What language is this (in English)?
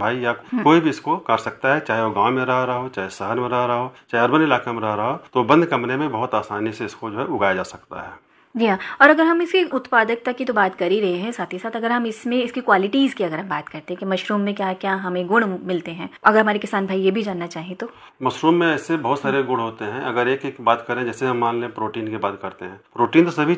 Hindi